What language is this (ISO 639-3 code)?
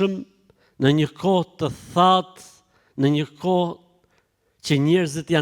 sqi